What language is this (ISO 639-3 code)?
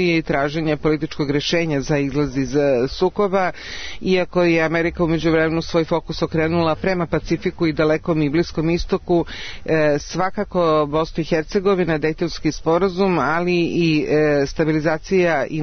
srp